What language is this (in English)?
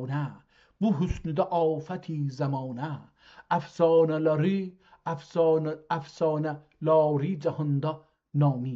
South Azerbaijani